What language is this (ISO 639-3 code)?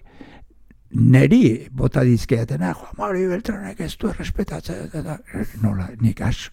eus